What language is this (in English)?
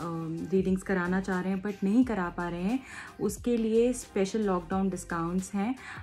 Hindi